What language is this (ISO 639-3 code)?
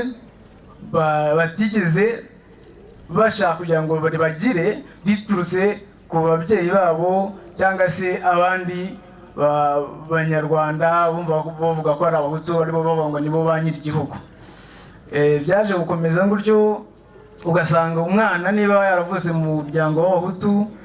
kin